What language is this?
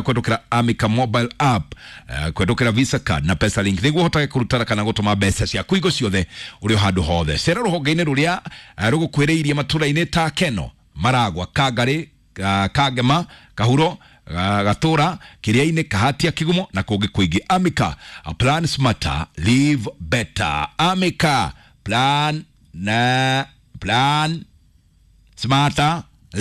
Kikuyu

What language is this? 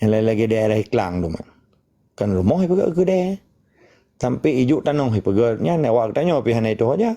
Achinese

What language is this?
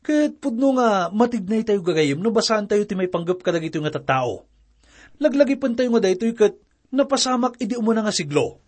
Iloko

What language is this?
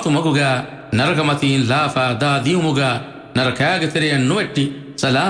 Divehi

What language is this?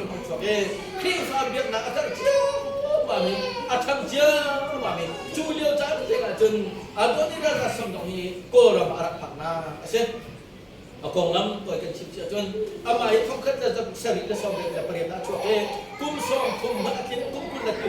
Hakha Chin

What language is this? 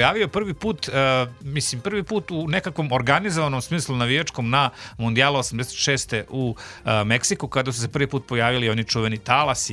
Serbian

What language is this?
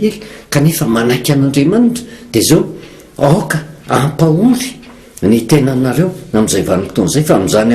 Malagasy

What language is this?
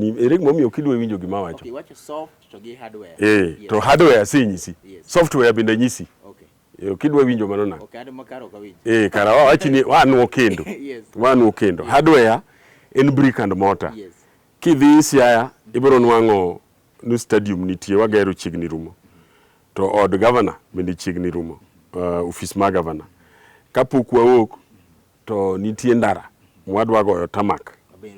Luo (Kenya and Tanzania)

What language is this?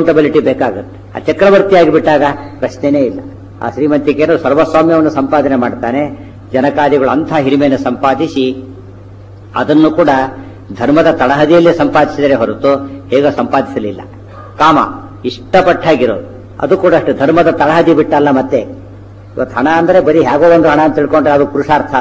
Kannada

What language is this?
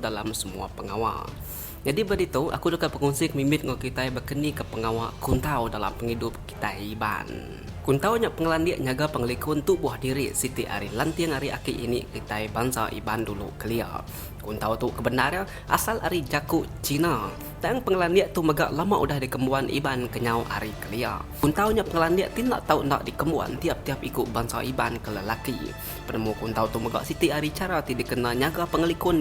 Iban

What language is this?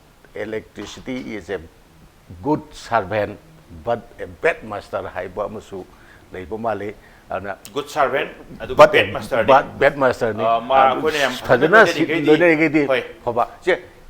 Manipuri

